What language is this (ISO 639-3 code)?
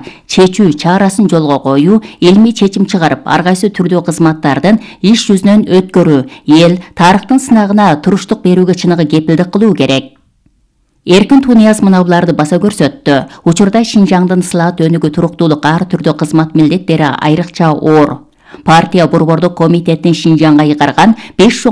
kir